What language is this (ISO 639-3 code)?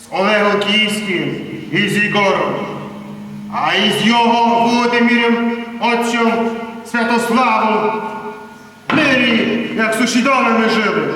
rue